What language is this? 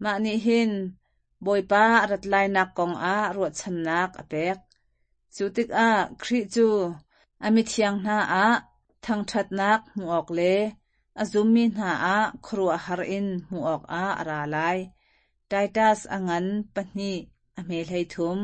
Hakha Chin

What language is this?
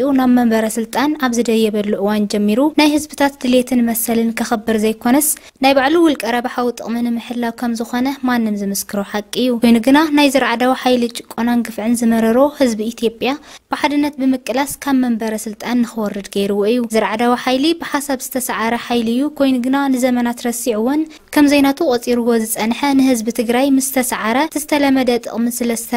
Tigrinya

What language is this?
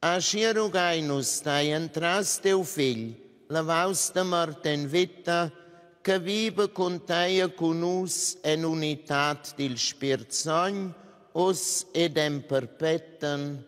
Romansh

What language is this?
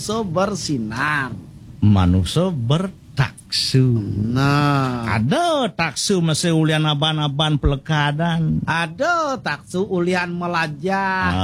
Balinese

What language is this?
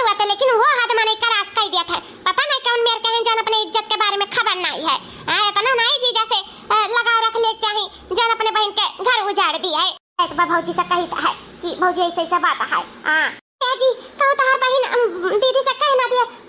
Awadhi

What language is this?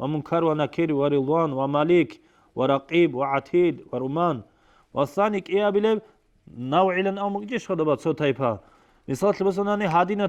Avaric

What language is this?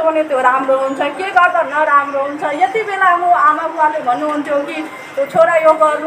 Nepali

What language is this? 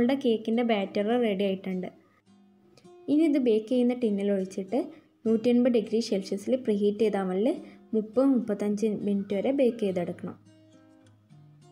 Malayalam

